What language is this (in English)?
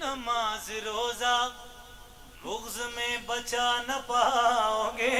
Pahari-Potwari